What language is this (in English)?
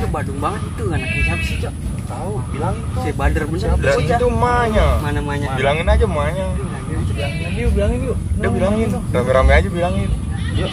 Betawi